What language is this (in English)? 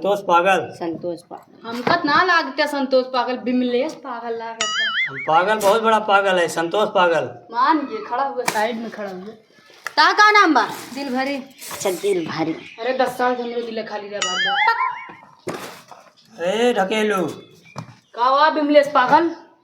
Awadhi